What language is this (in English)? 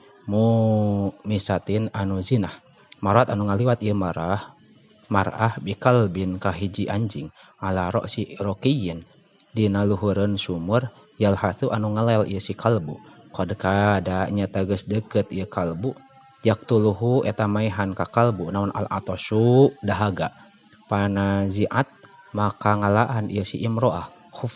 Sundanese